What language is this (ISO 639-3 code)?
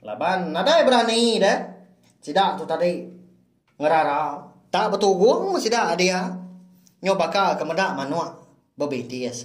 iba